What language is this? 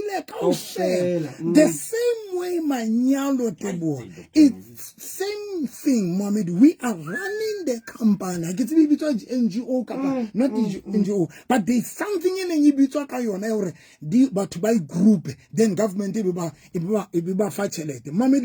Southern Sotho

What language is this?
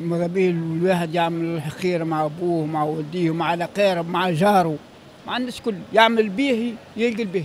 Tunisian Arabic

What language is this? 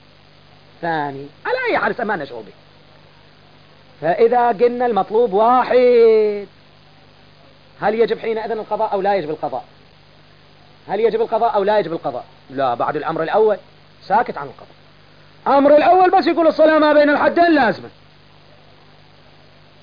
Arabic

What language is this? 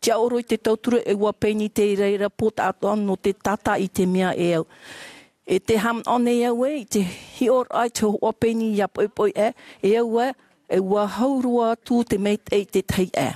Tahitian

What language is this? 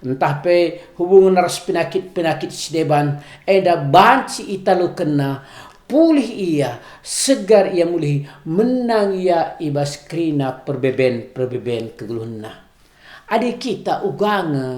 Batak Karo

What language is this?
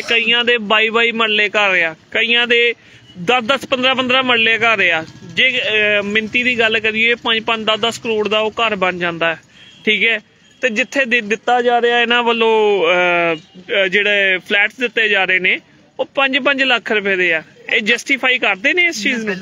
Punjabi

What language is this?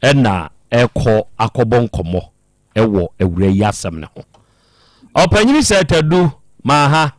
Akan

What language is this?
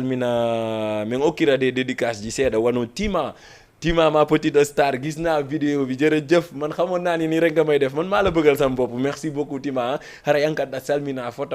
Fula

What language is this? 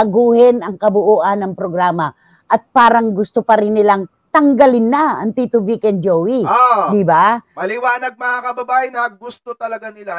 Filipino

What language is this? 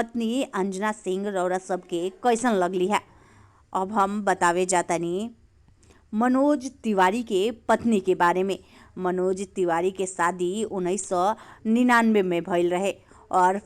Bhojpuri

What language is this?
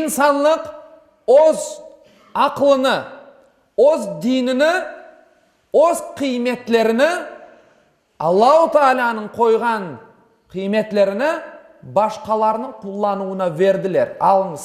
Crimean Tatar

